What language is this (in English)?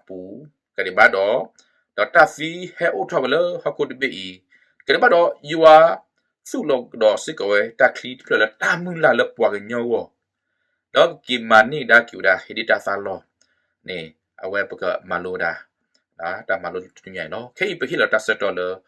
S'gaw Karen